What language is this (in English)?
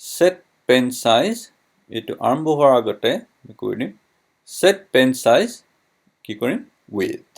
Assamese